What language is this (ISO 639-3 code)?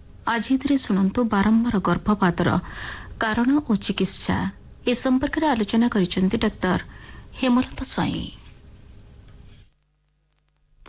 ori